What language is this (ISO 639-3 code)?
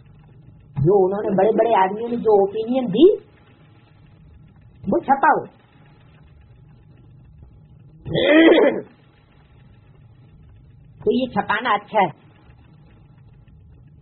hin